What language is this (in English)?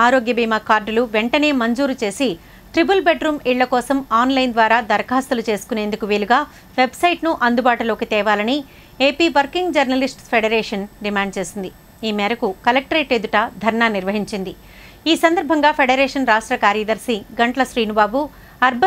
Telugu